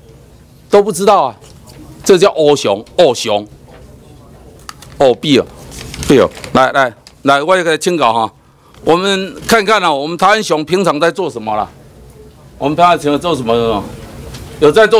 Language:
Chinese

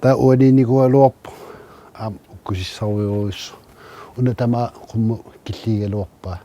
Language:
Kalaallisut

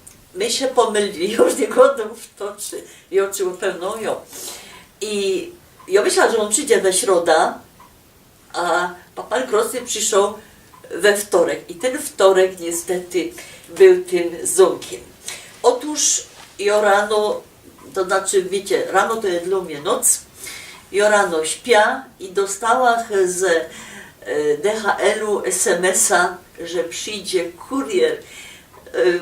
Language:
Silesian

